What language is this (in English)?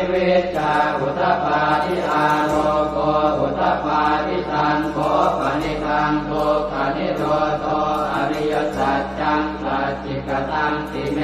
Pali